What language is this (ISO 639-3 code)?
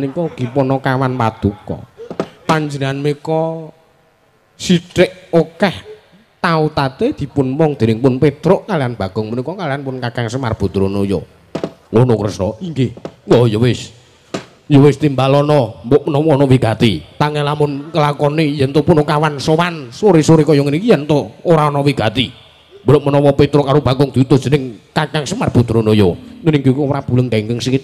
jav